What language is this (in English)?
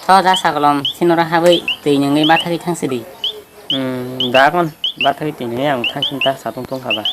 Kok Borok